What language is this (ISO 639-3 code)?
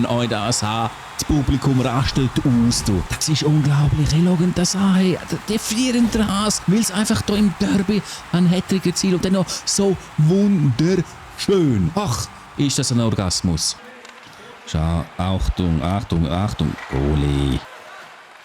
gsw